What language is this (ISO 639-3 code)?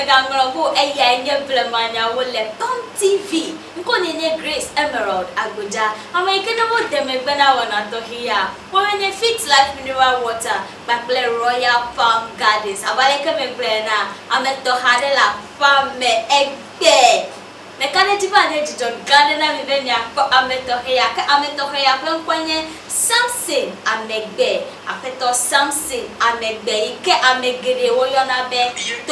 ewe